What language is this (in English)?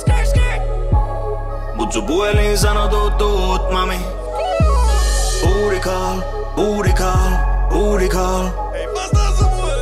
Finnish